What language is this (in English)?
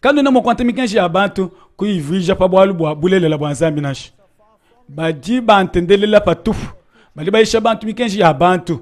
Luba-Lulua